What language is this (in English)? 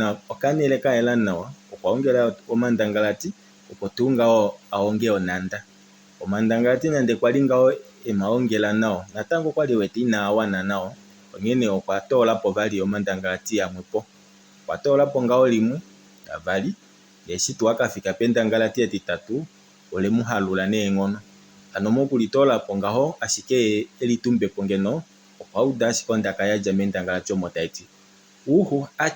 Kuanyama